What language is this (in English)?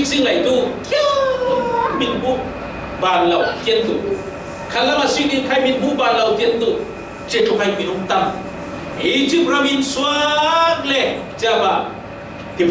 Falam Chin